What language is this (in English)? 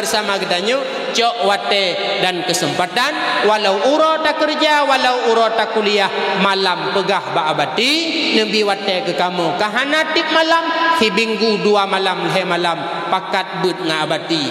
Achinese